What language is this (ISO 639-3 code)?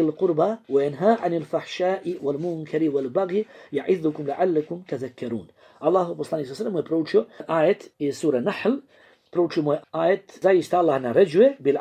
bos